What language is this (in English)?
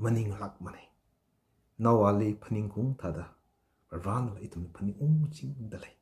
Tangkhul Naga (India)